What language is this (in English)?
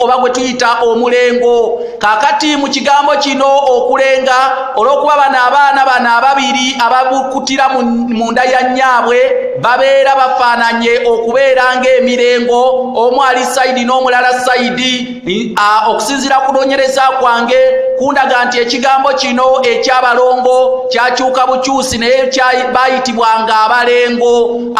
Ganda